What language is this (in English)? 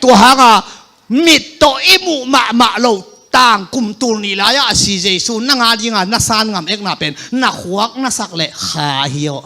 Tedim Chin